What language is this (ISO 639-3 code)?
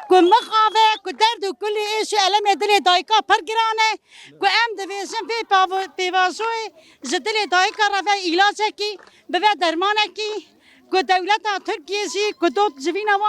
kur